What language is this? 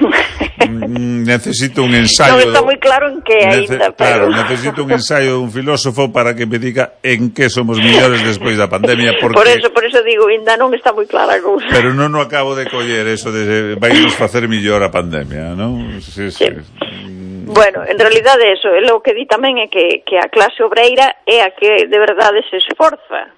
Galician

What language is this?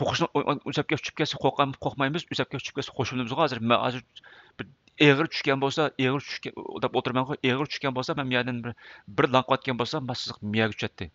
Uyghur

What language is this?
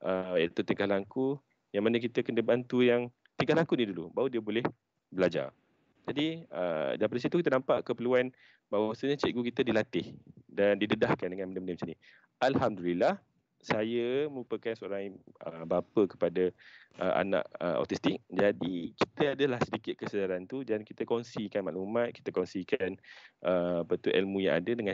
Malay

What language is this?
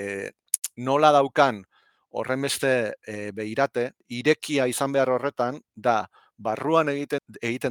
Basque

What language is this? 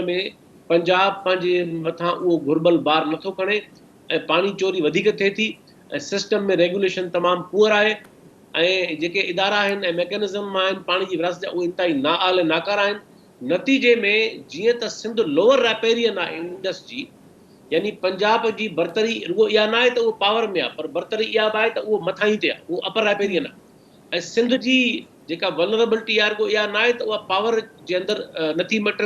Sindhi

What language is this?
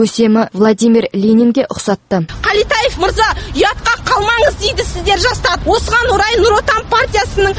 Kazakh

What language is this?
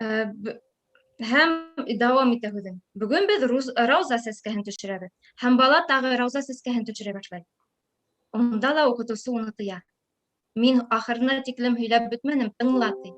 Bashkir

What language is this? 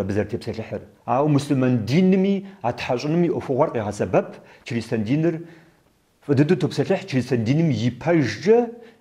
Kabardian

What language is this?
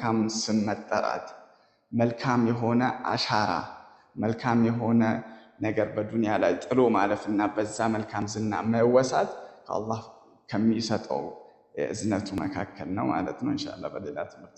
Amharic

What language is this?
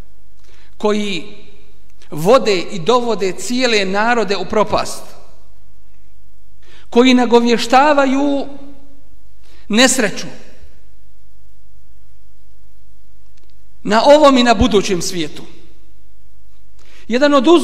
Bosnian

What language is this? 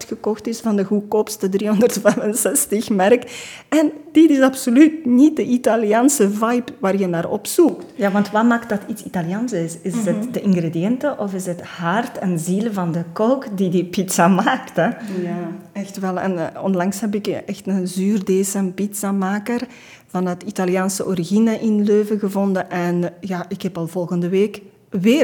Dutch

